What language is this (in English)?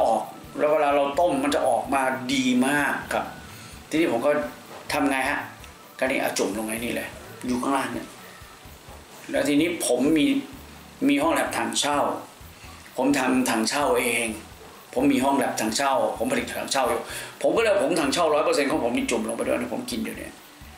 Thai